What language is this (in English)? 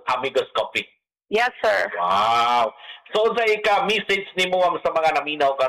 Cebuano